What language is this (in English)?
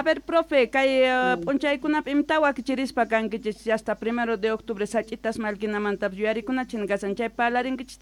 South Bolivian Quechua